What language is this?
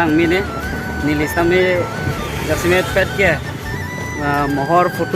Karbi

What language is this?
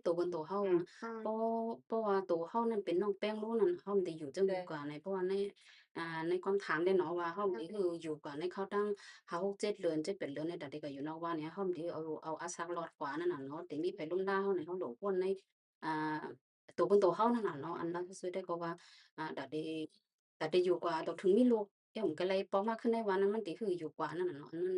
Shan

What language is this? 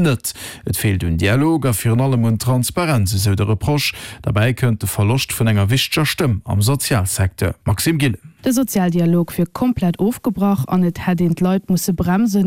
Luxembourgish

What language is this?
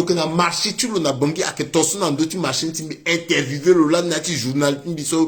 Sango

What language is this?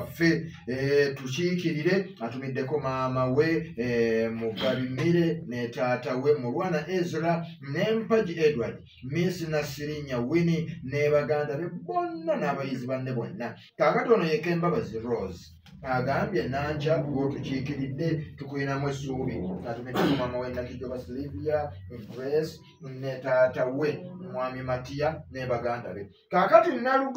Ganda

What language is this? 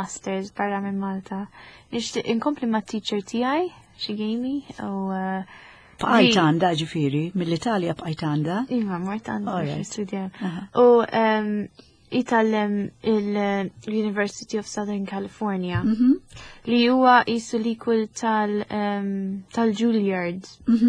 Maltese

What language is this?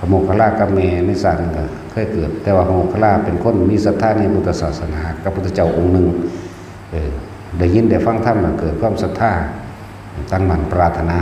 Northeastern Thai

